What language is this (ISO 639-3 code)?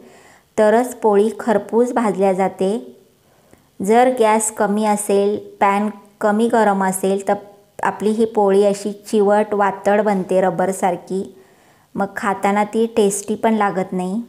mar